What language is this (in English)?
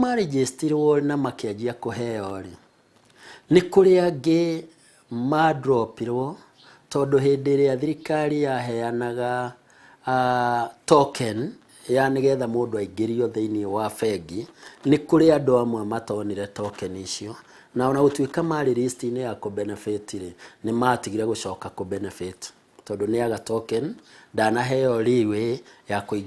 Kikuyu